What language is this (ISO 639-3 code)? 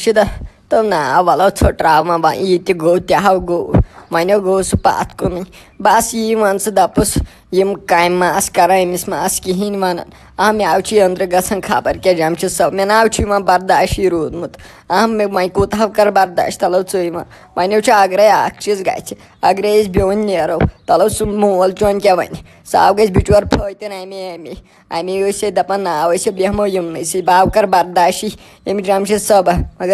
kas